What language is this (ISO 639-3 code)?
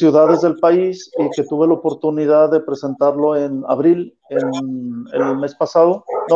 spa